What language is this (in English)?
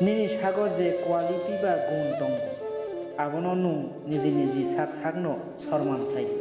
Kok Borok